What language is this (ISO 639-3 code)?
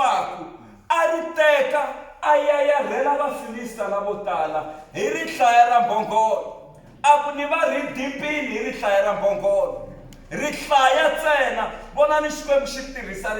tso